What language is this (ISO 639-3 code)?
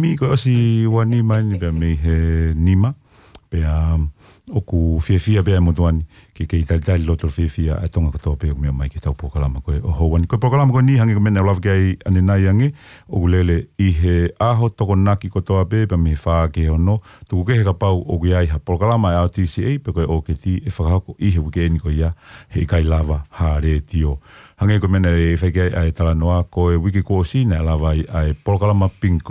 ton